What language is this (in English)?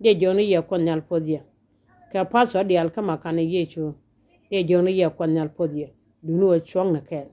Nuer